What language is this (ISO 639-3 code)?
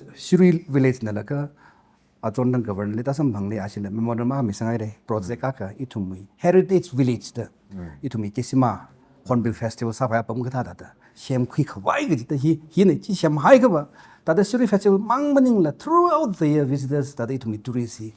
nmf